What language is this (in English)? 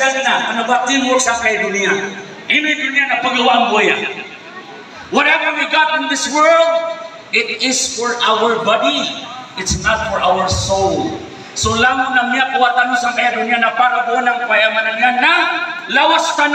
Maranao